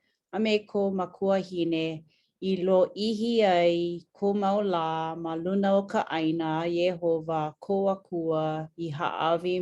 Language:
Hawaiian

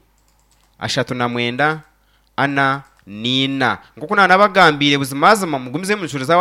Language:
Nyankole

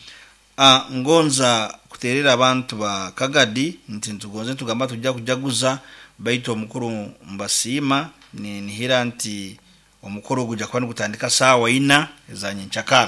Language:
Nyoro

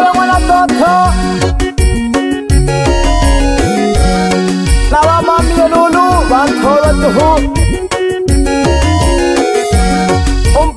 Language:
Swahili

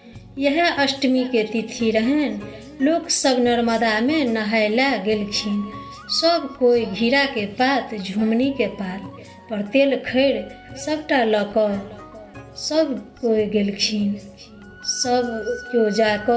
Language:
Maithili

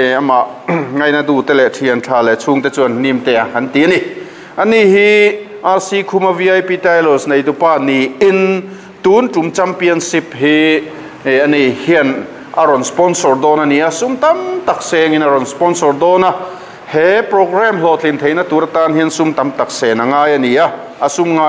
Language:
Mizo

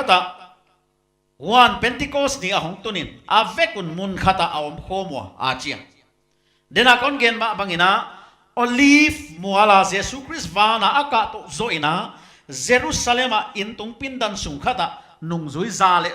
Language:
Paite Chin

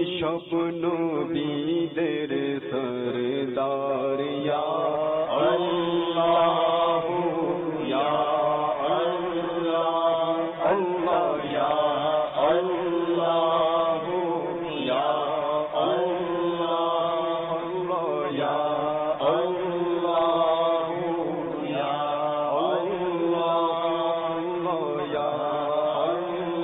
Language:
Bangla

